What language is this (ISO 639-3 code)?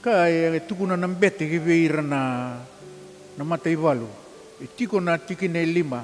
fij